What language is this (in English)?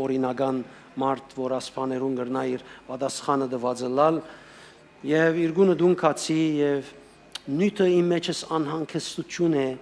Western Armenian